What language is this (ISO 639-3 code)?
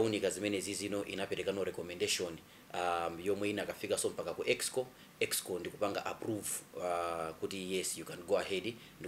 nya